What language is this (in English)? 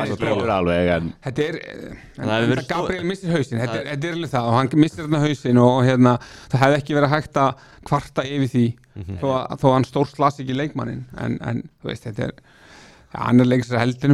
Icelandic